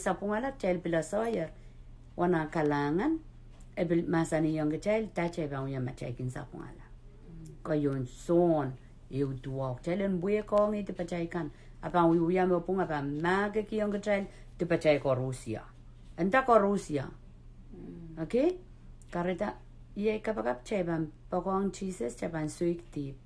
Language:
Pohnpeian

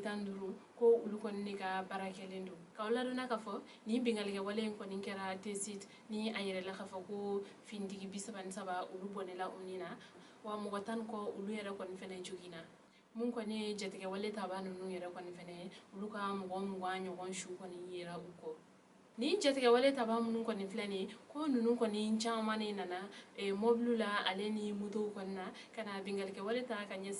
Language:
Bambara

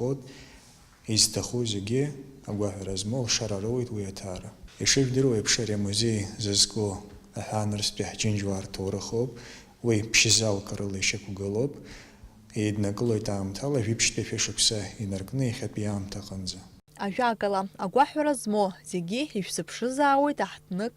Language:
Abkhazian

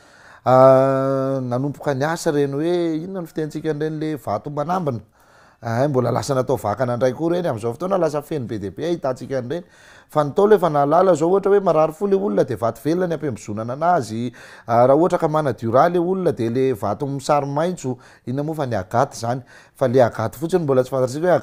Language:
Malagasy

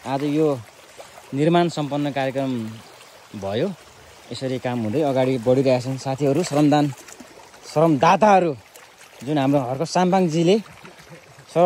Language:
Nepali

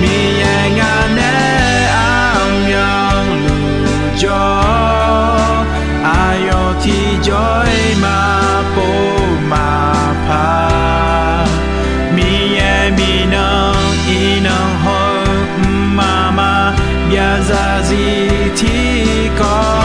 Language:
Akha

